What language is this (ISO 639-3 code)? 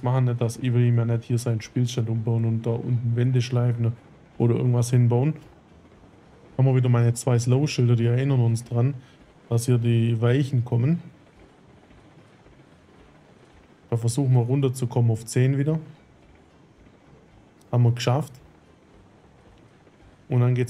deu